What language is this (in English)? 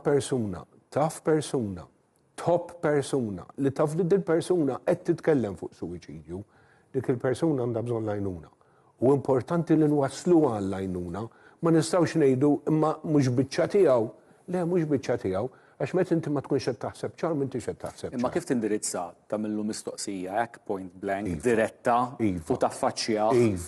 Maltese